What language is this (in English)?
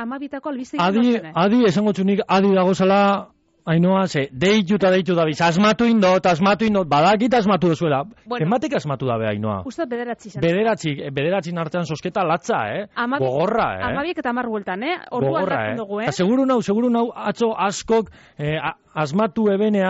Basque